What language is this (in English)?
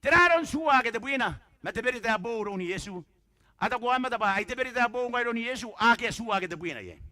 Gilbertese